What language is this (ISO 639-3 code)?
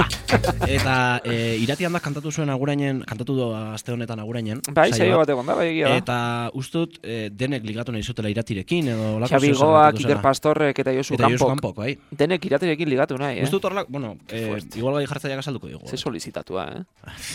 eus